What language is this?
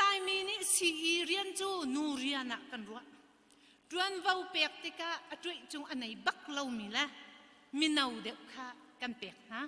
Hakha Chin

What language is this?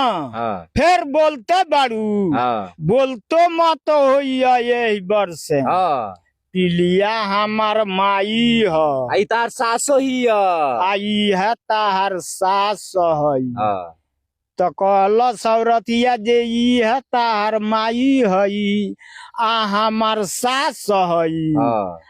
Bhojpuri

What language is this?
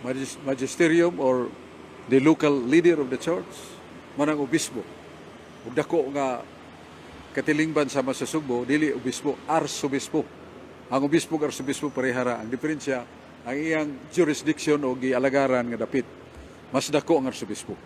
Cebuano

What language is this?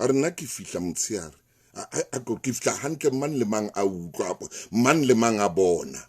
Southern Sotho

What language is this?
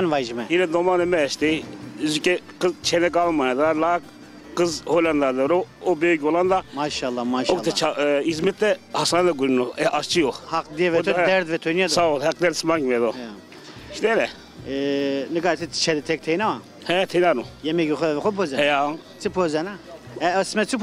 Zaza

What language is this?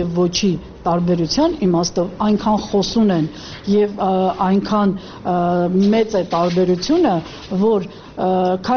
Armenian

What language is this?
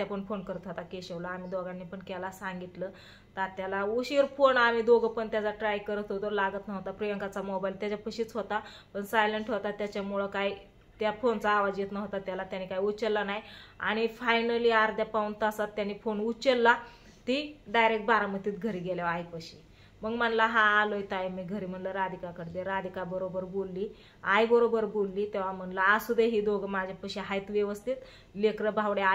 Marathi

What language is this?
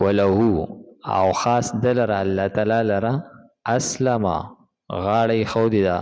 Pashto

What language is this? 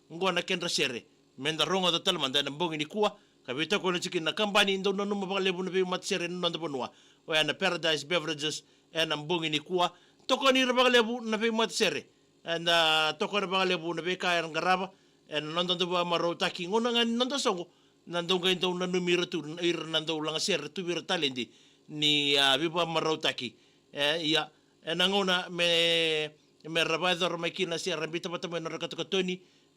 Fijian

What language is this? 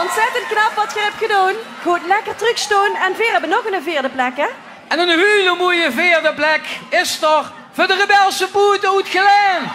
Limburgish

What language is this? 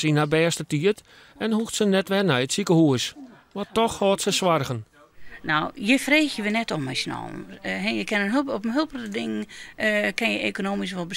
Western Frisian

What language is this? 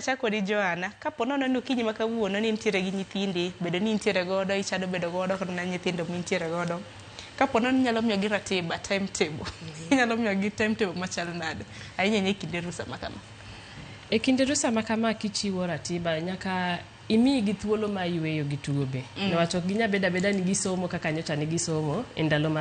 Luo (Kenya and Tanzania)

